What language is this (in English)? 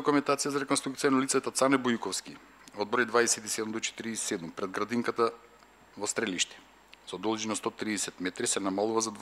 Macedonian